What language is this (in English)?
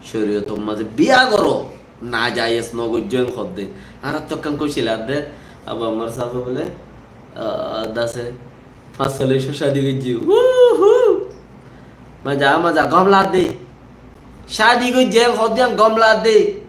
Rohingya